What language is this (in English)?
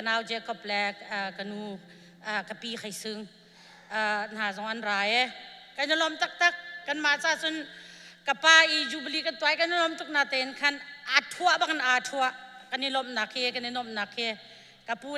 Hakha Chin